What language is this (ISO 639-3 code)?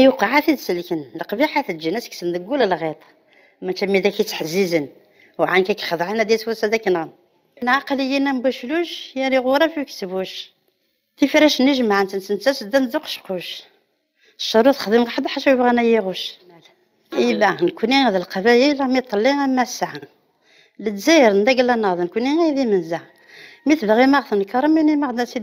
kab